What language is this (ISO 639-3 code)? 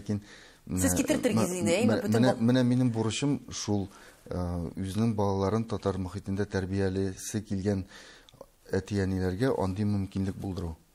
tat